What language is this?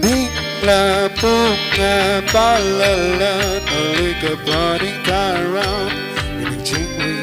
Tangkhul Naga (India)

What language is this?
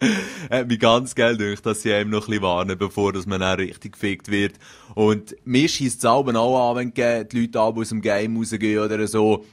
Swiss German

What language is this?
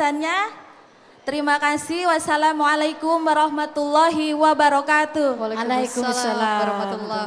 Musi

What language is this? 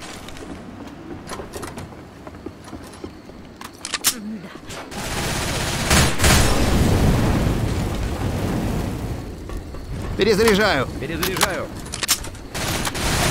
Russian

